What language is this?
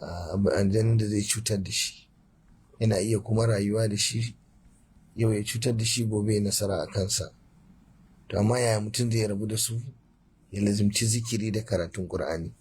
Hausa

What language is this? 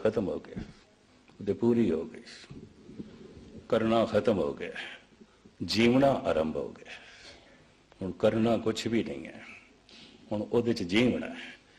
Punjabi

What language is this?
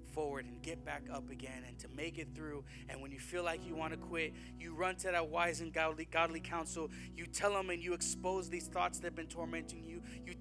English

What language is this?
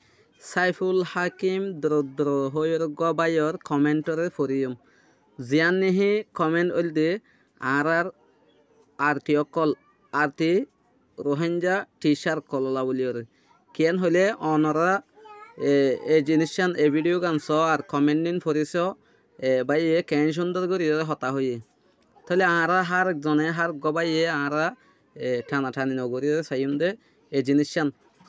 Rohingya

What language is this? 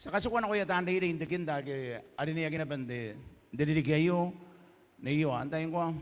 Gilbertese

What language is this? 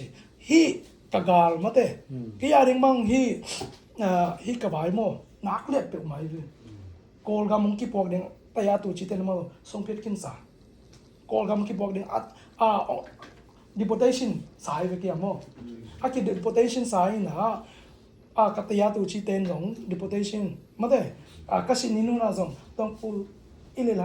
Tedim Chin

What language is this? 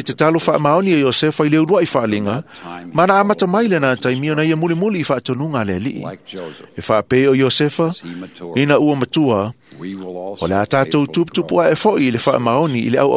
Samoan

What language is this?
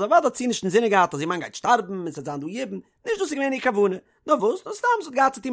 Yiddish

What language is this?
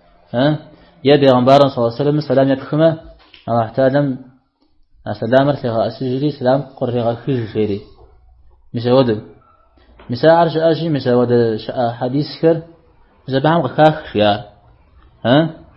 Kabardian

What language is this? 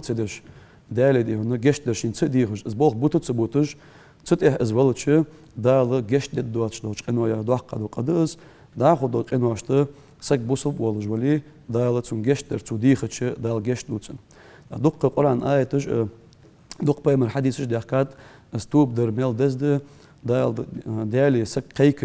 Ingush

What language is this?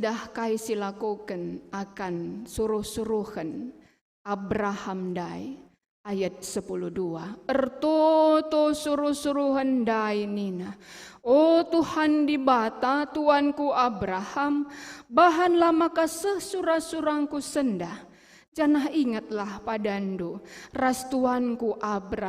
Batak Karo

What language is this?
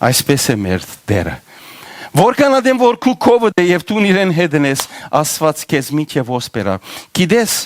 Western Armenian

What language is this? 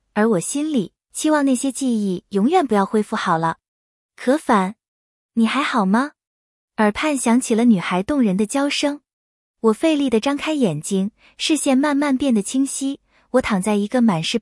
Chinese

